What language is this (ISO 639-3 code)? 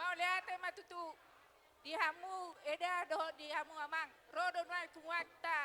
bbc